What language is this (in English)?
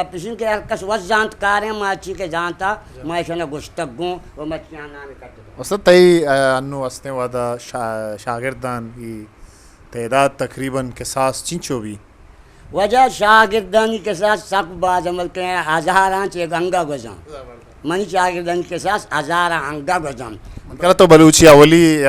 Eastern Balochi